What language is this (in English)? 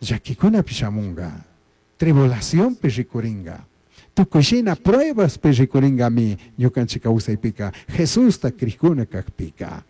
Chimborazo Highland Quichua